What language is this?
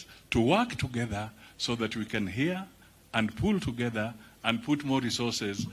Kamba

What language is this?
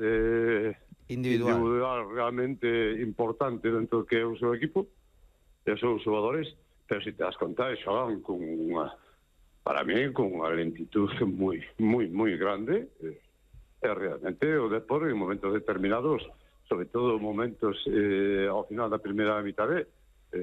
Galician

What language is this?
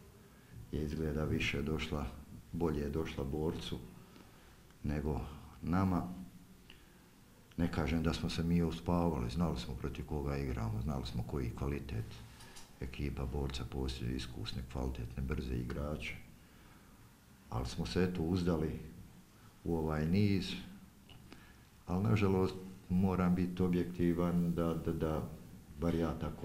Croatian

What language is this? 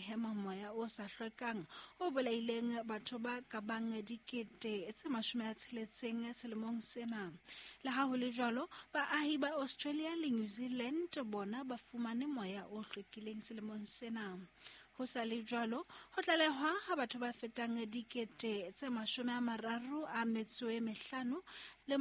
Southern Sotho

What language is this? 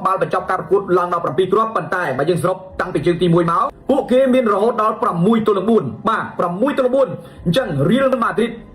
Khmer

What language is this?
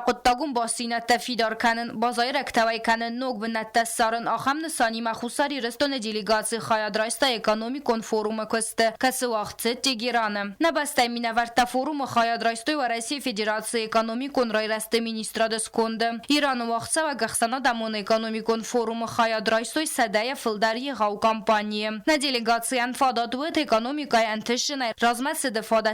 Ossetic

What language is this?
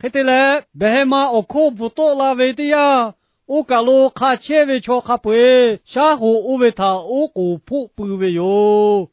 Lahu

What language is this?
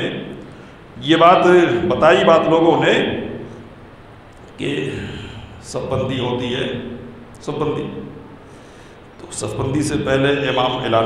Urdu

